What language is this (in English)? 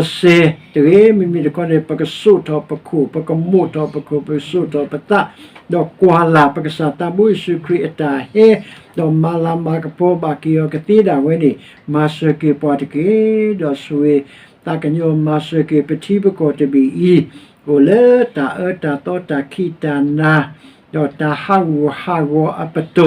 S'gaw Karen